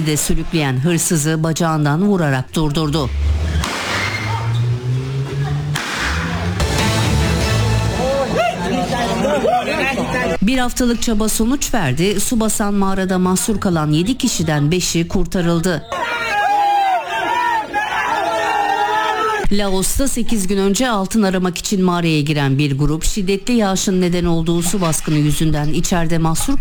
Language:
Turkish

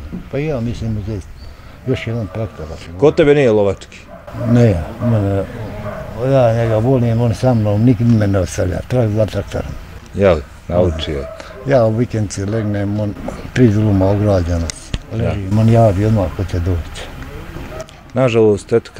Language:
Bosnian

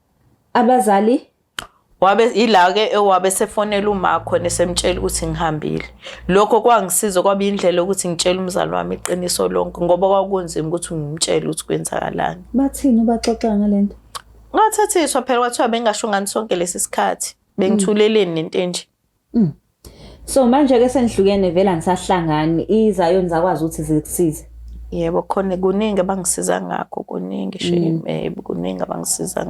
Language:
Zulu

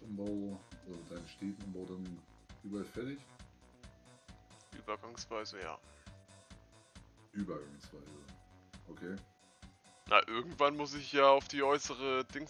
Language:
German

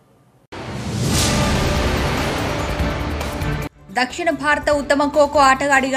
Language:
Telugu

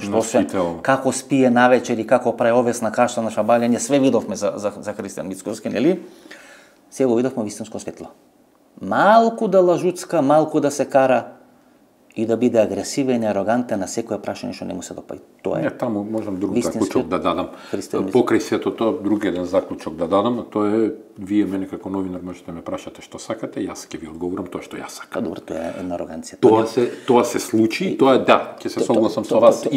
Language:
Macedonian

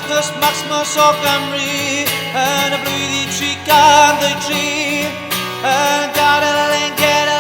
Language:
Welsh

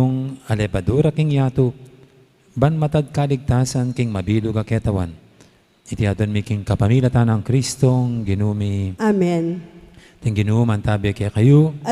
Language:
Pampanga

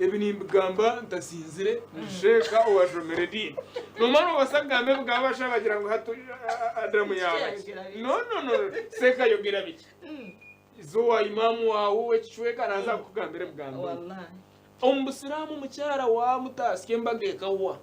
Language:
Nyankole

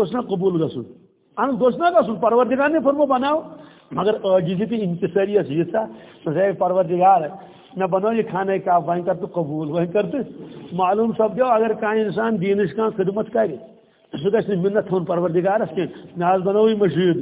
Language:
Kashmiri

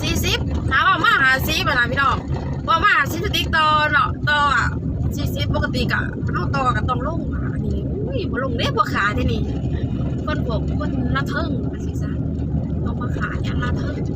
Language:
Lao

